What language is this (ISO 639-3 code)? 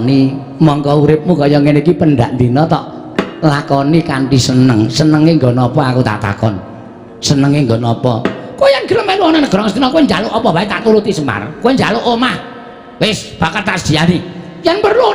jav